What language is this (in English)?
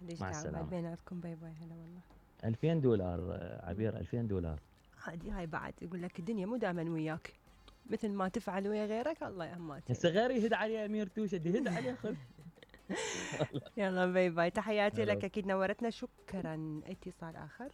Mesopotamian Arabic